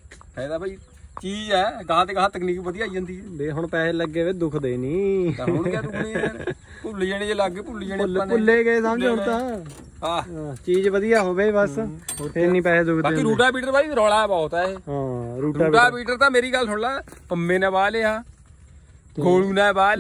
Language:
Punjabi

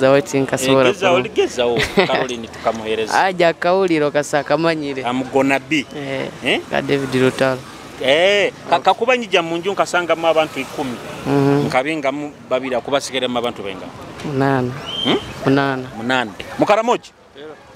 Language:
Nyoro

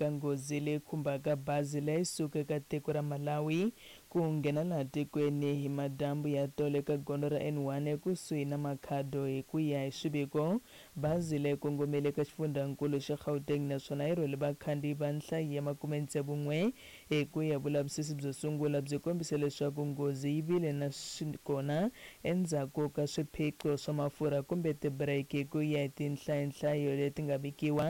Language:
Tsonga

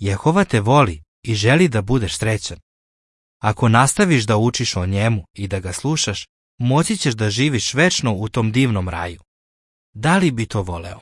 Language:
Serbian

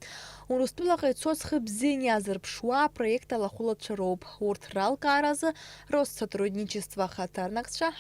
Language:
Abkhazian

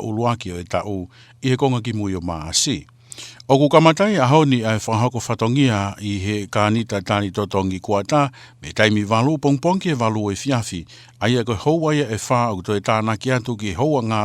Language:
Tongan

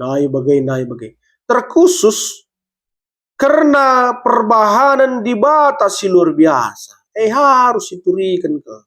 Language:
Batak Karo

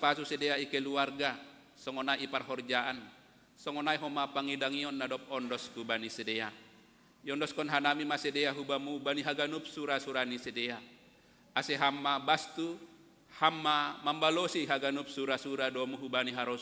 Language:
Batak Simalungun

